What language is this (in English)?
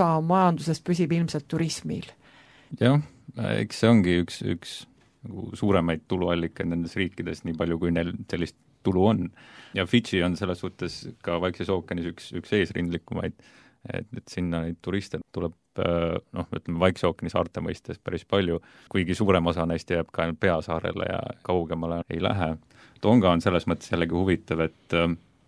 Estonian